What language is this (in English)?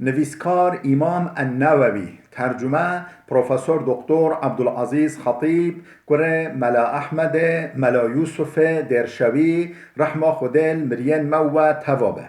Kurdish